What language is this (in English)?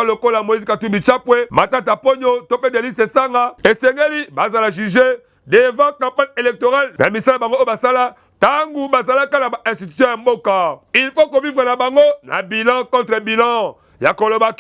Lingala